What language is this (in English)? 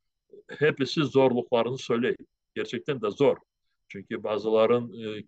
Crimean Tatar